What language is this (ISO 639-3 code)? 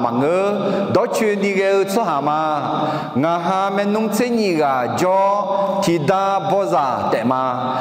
ahk